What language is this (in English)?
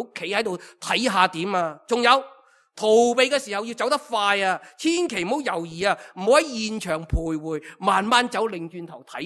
Cantonese